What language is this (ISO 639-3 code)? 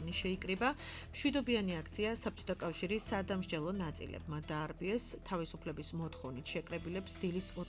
kat